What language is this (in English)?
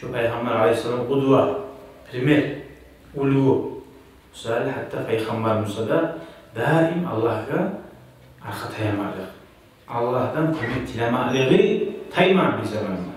Kumyk